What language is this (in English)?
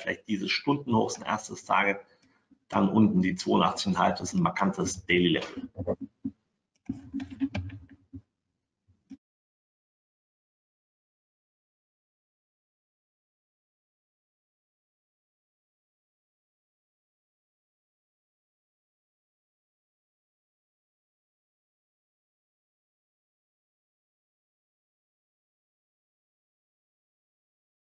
German